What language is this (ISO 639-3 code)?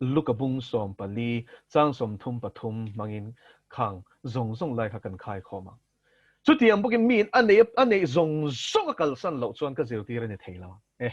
lus